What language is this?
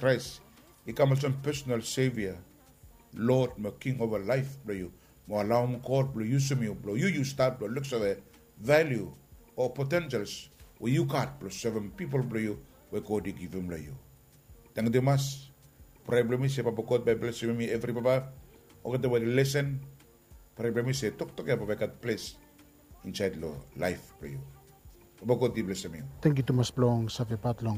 Bislama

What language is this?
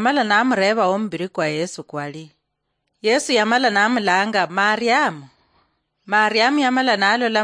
Luyia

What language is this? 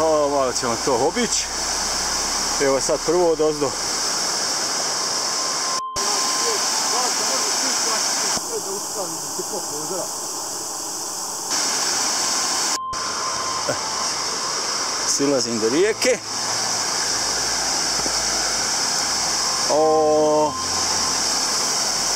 Croatian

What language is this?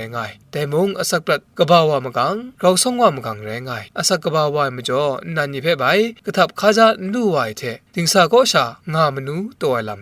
Kachin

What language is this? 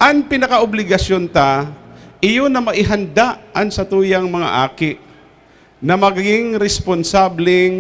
Bikol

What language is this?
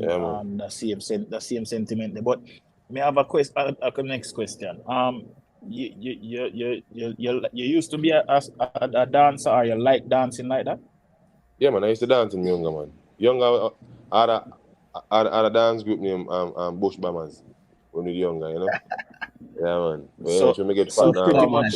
Jamaican Creole English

